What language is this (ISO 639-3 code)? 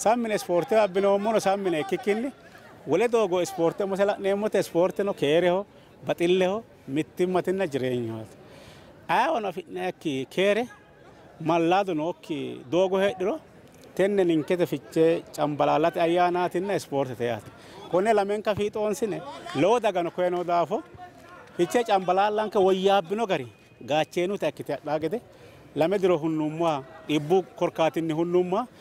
sid